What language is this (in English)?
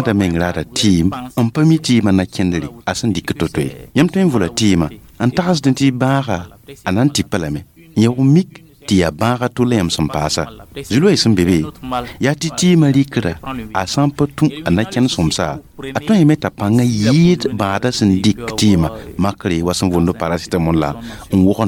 Mossi